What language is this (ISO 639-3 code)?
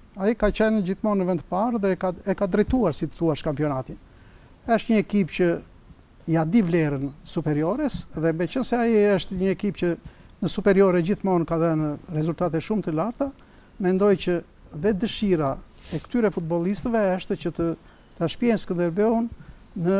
sqi